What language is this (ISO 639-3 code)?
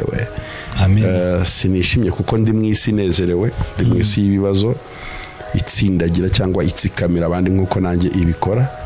kin